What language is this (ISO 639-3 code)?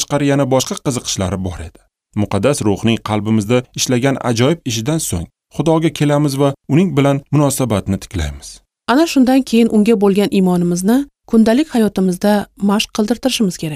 uzb